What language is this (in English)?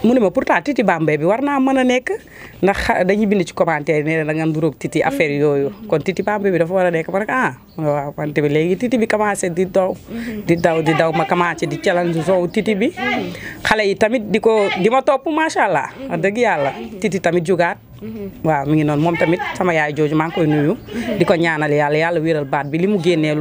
Wolof